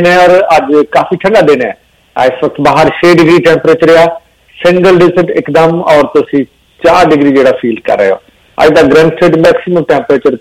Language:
Punjabi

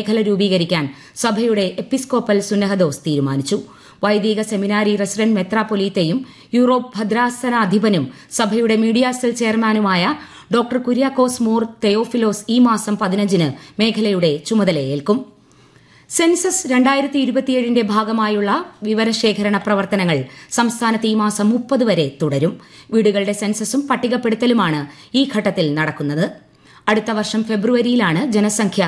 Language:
Malayalam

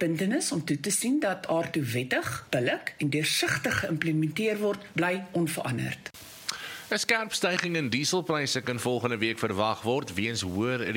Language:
Afrikaans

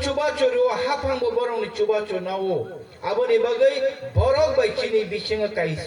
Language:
Kok Borok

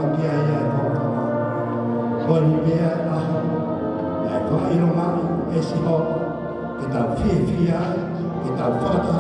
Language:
Tongan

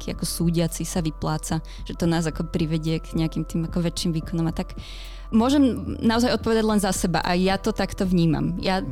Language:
Slovak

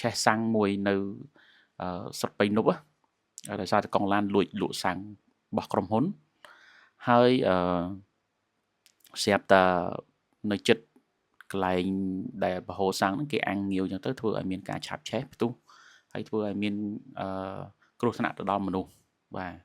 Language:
Khmer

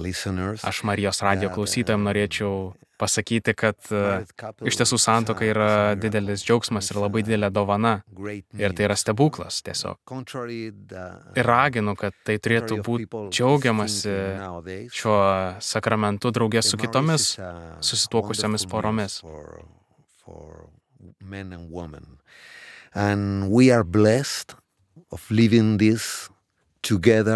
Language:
Lithuanian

